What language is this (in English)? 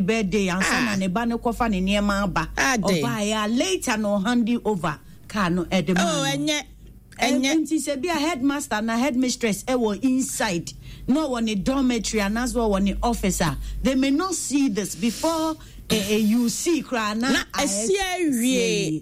Akan